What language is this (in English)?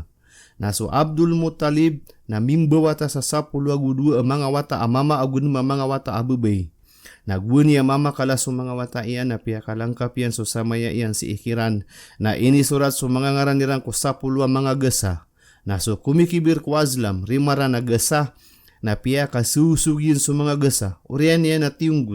Maranao